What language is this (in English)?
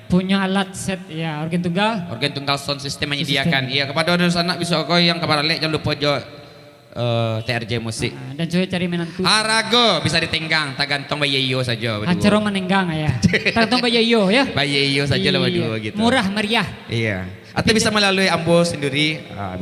Minangkabau